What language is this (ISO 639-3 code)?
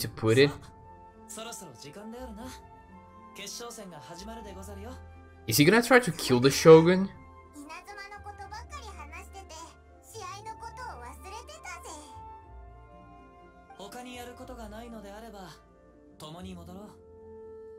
jpn